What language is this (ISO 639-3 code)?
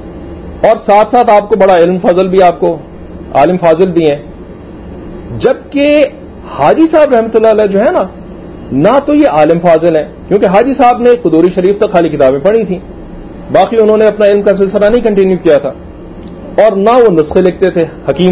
urd